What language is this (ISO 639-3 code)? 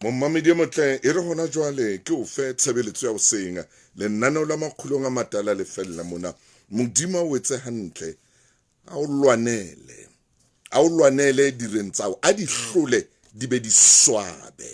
sot